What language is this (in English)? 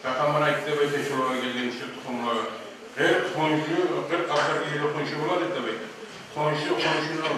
Kumyk